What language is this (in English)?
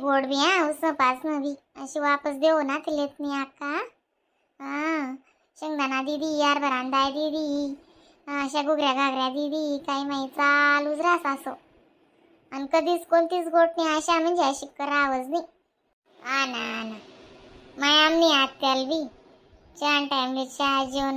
Khandesi